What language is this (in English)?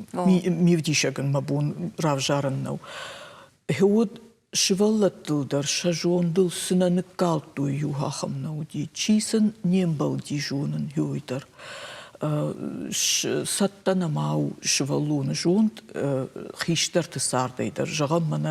Ossetic